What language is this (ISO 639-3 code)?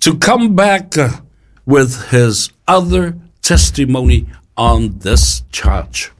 smo